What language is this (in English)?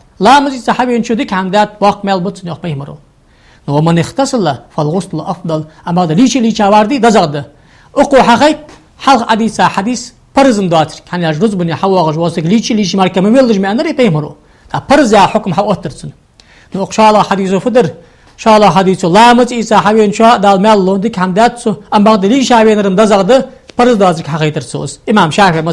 Ingush